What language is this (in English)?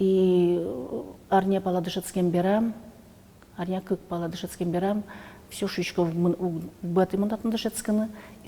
Udmurt